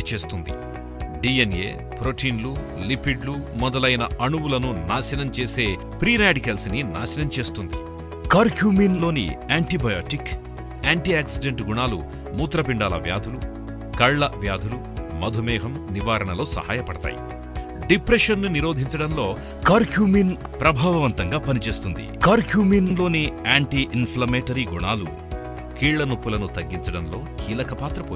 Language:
Telugu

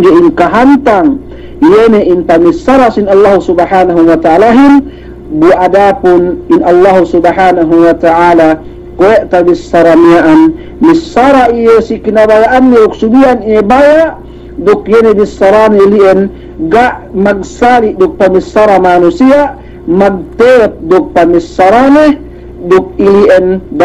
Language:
Yakan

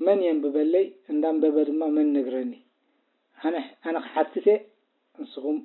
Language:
Tigrinya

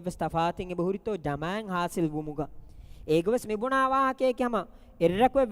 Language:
Divehi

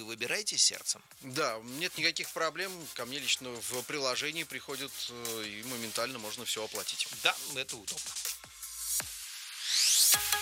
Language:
Russian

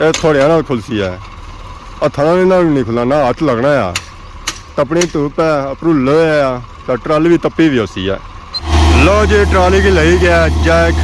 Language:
Pahari-Potwari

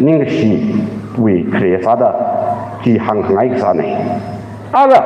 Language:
Tangkhul Naga (India)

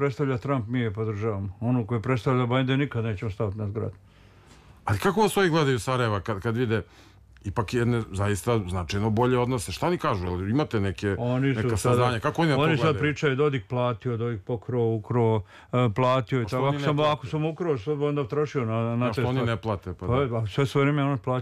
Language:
Serbian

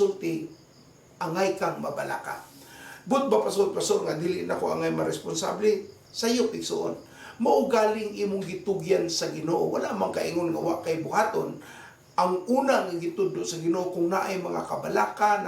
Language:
Cebuano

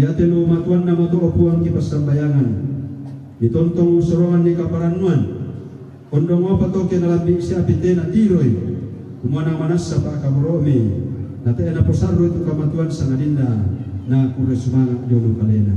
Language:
Toraja-Sa'dan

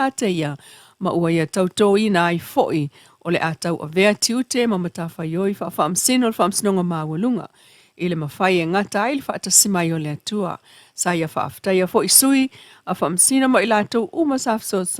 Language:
Samoan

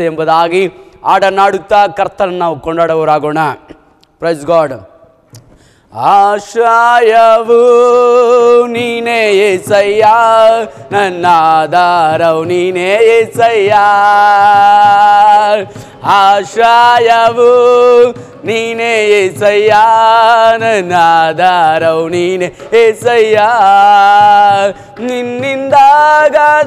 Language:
Kannada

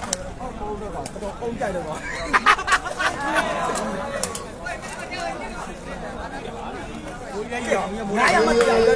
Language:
Burmese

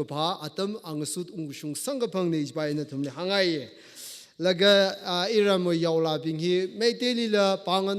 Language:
Tangkhul Naga (India)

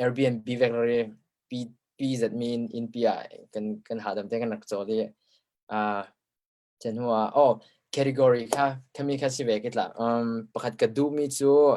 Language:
Falam Chin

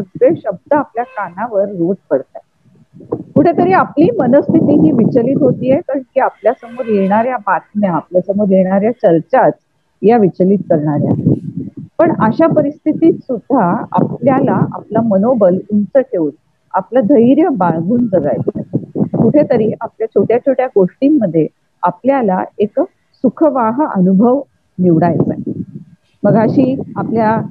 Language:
Marathi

